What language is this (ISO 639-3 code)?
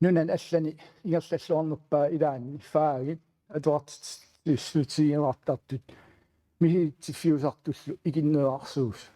kal